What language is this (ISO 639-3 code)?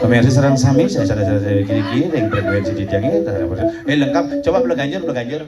ban